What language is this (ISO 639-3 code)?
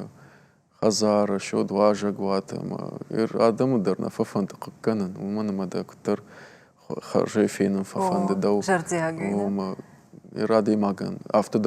oss